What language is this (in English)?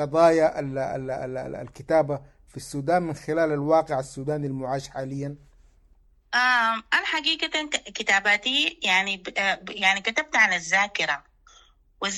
Sudanese Arabic